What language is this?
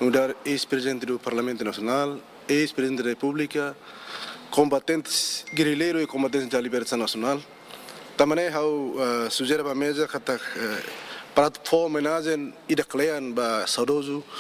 Tetum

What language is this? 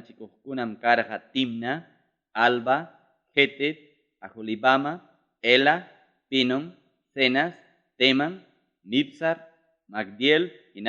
Ayacucho Quechua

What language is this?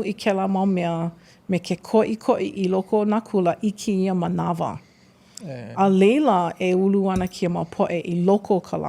Hawaiian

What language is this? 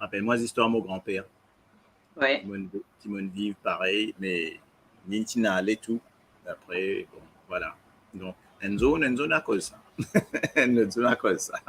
Morisyen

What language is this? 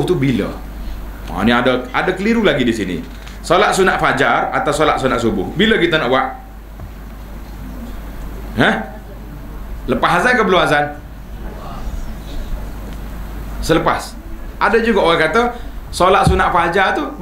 Malay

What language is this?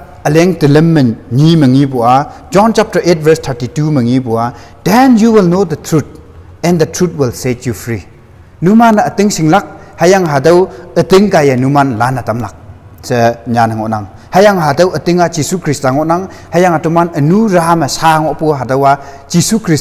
Konyak Naga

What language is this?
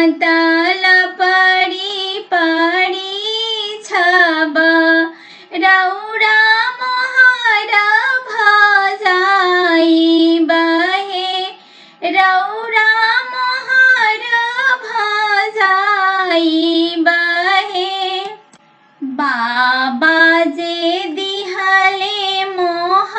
Bhojpuri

